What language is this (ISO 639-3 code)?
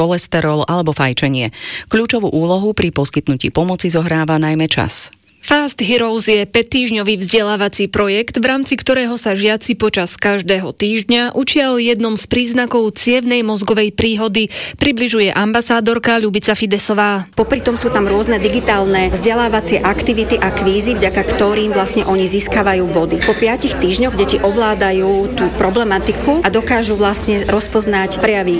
slk